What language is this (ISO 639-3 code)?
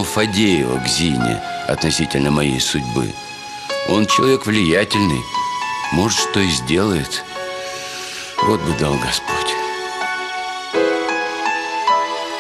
rus